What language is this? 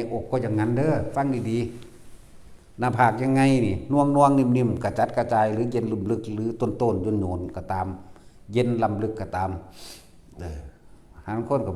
Northeastern Thai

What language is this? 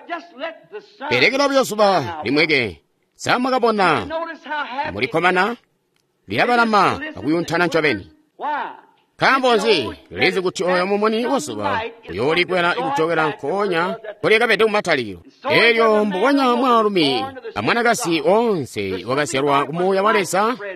Tonga (Zambia)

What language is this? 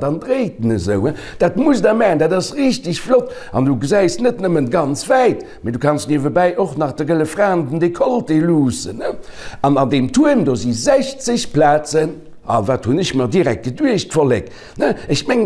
Luxembourgish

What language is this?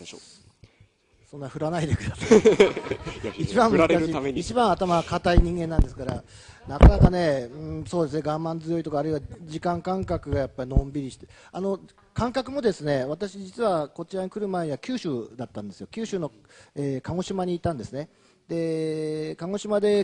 Japanese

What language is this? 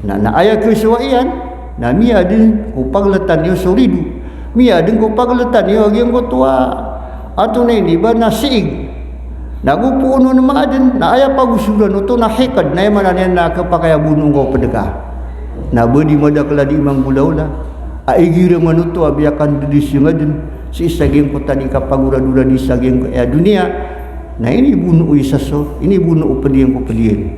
Maranao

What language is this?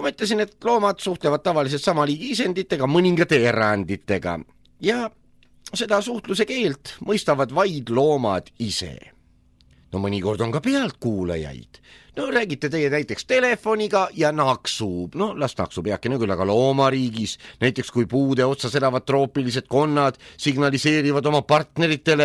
Estonian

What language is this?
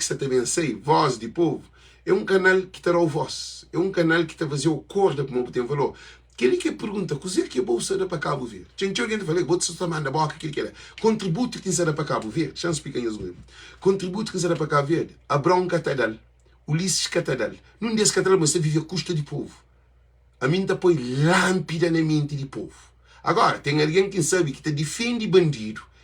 Kabuverdianu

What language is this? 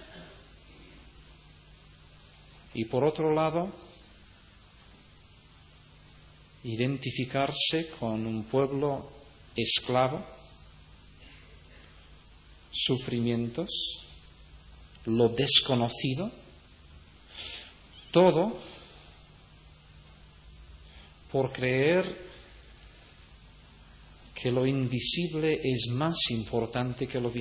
Spanish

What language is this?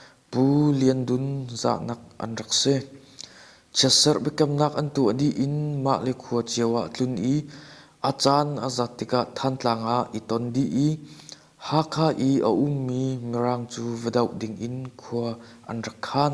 Hakha Chin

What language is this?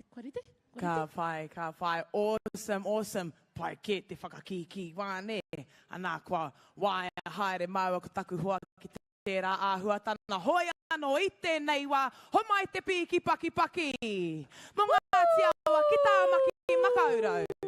Māori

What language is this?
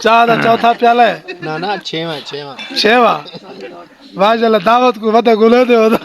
Saraiki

